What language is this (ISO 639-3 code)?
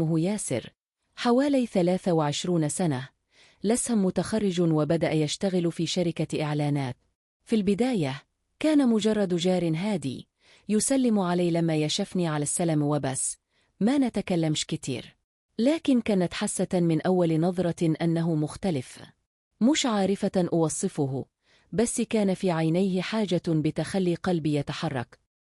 arz